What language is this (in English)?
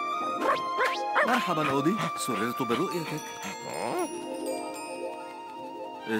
Arabic